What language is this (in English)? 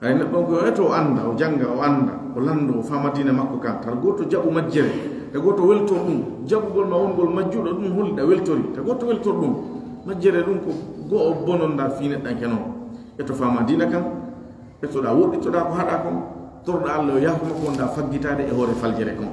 Pular